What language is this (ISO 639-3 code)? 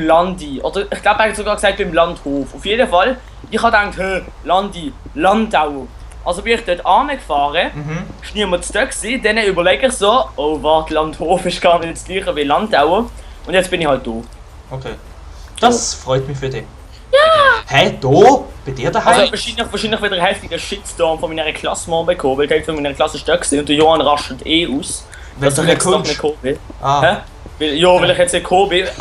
gsw